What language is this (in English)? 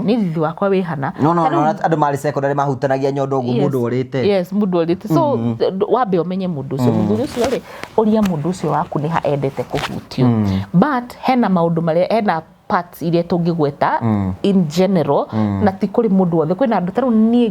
Kikuyu